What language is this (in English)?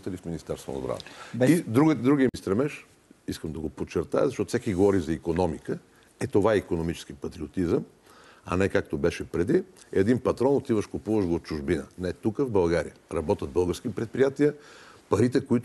Bulgarian